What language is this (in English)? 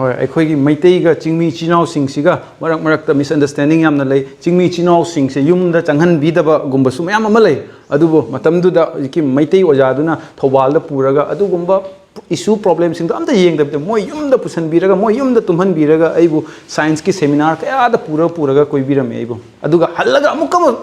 Manipuri